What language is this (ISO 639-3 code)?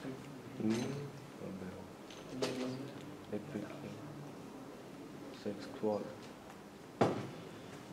ita